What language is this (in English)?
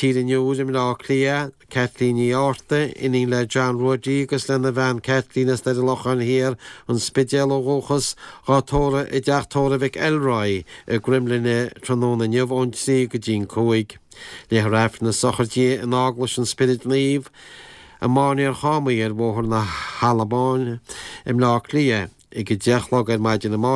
Irish